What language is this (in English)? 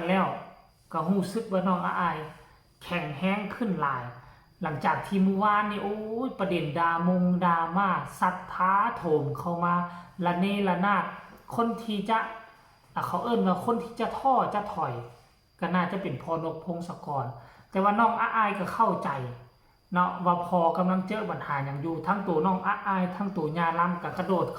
Northeastern Thai